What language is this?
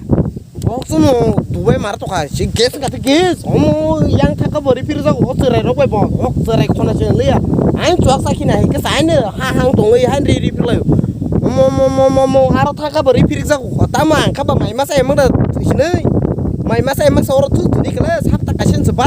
Kok Borok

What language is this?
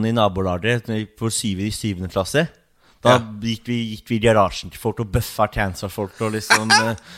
Norwegian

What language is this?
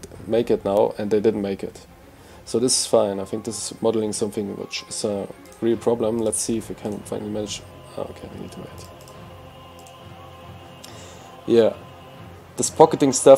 English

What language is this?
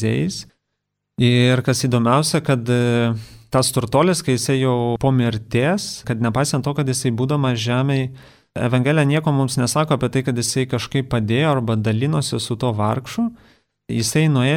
Lithuanian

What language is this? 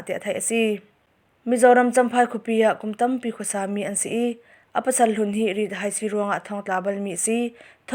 Hakha Chin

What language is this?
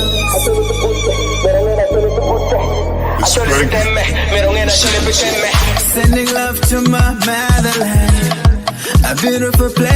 Acoli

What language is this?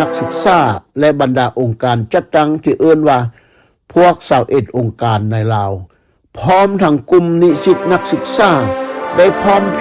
Lao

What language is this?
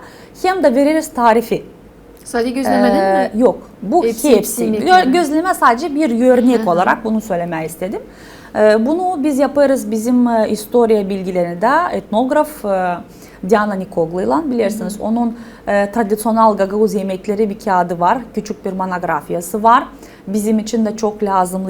Gagauz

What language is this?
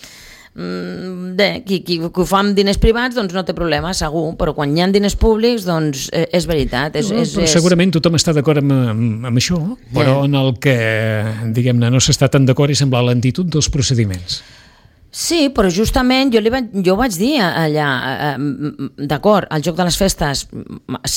Catalan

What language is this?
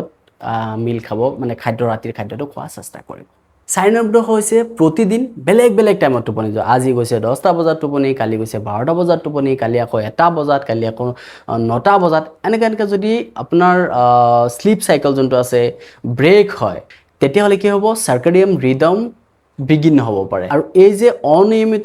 Assamese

